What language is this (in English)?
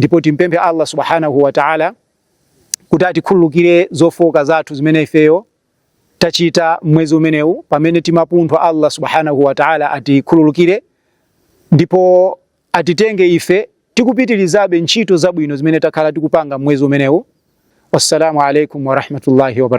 Nyanja